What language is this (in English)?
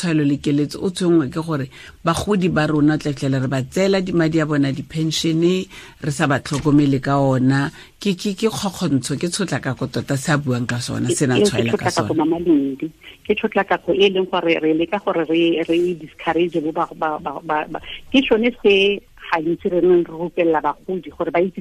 Tswana